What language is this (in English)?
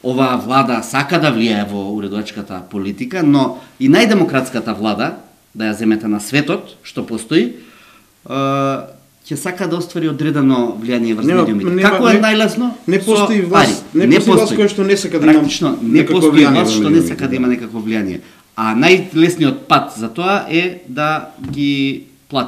Macedonian